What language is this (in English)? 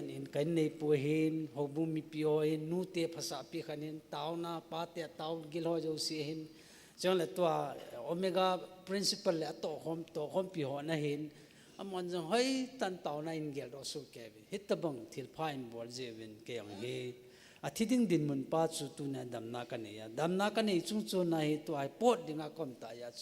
Thado Chin